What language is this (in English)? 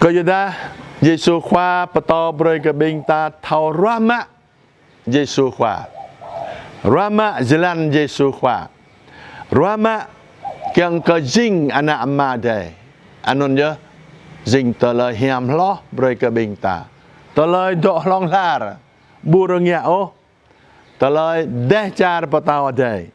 Jarai